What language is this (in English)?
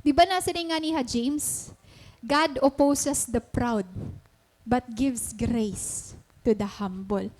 Waray